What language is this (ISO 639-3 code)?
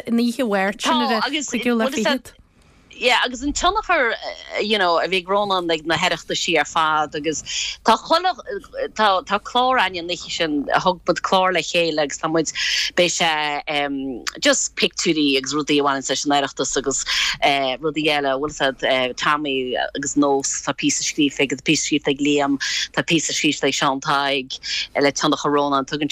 gle